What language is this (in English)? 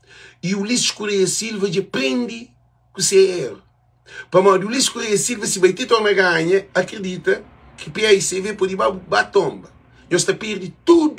Kabuverdianu